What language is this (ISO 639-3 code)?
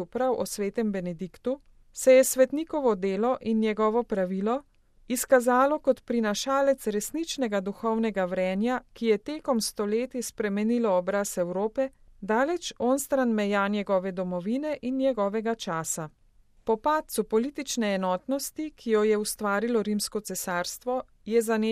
slv